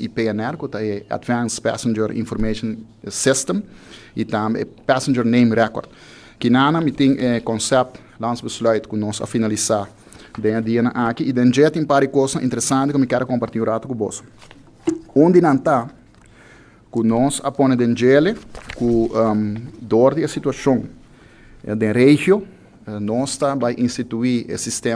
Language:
Papiamento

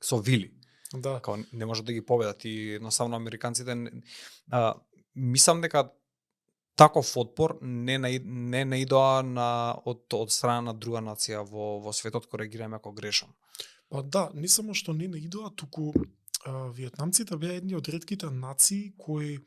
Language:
Macedonian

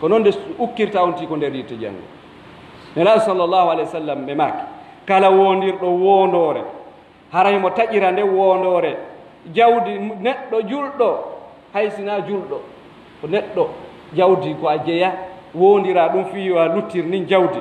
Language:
Pular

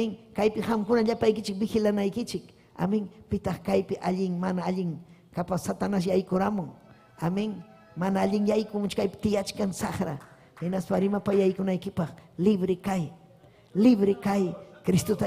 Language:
Ayacucho Quechua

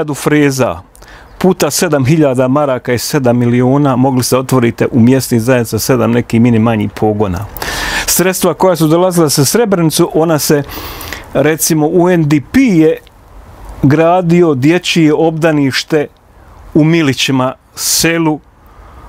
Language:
Bosnian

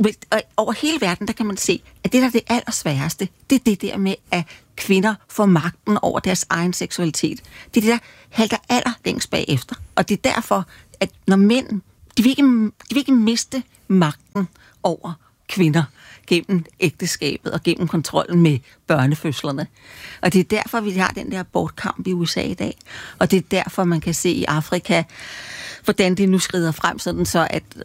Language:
Danish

